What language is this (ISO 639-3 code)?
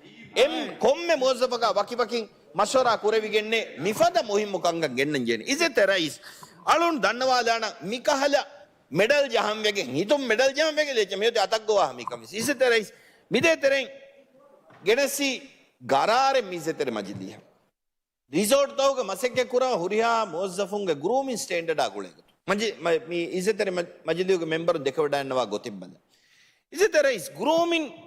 div